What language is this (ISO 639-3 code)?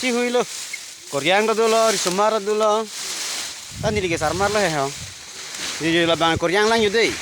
mjw